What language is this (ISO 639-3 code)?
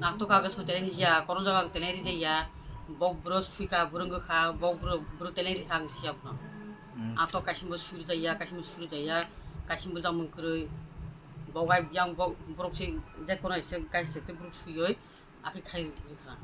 trp